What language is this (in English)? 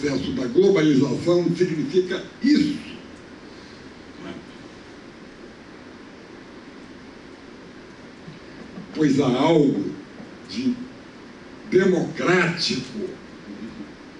Portuguese